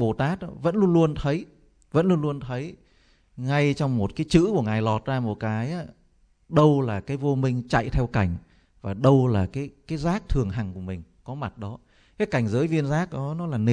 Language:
Vietnamese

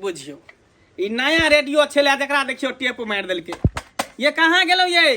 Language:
Maithili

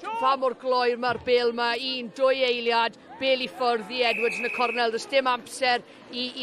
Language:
Welsh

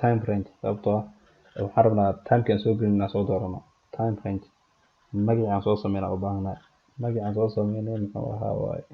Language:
Somali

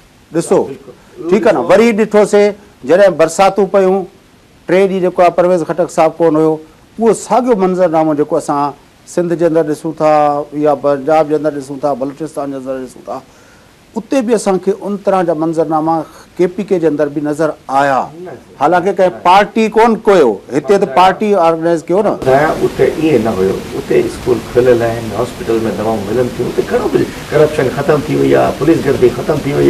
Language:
Sindhi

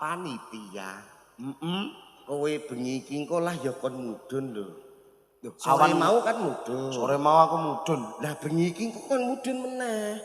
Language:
Javanese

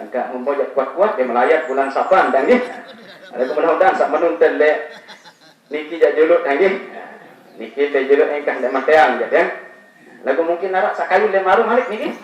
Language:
Sasak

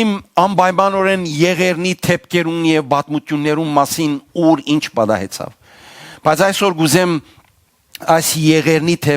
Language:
Western Armenian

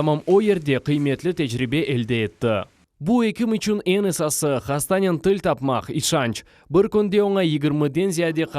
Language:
Crimean Tatar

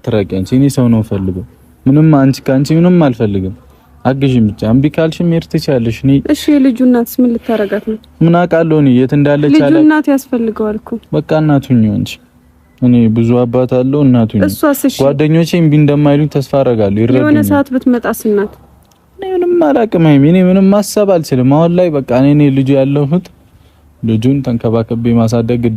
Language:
Amharic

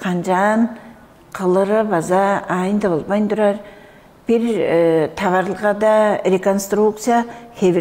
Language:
Tuvinian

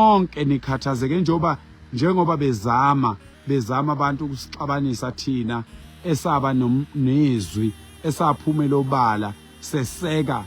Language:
Zulu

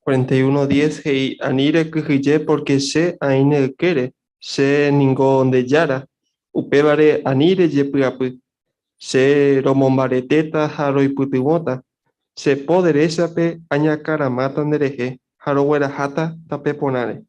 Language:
Guarani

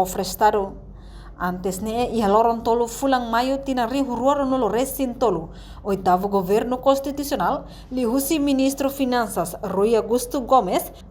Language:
Tetum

